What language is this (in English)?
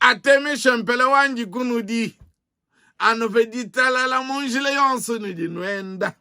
Luba-Lulua